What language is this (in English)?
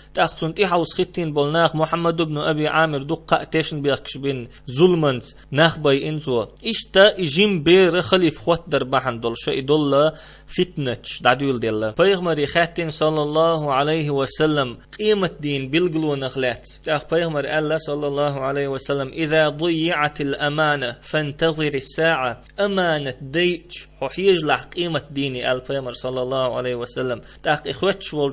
Chechen